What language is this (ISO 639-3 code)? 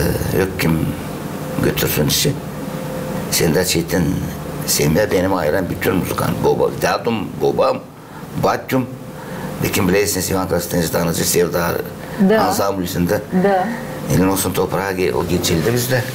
gag